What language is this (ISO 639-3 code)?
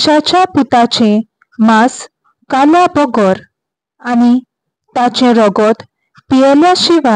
kok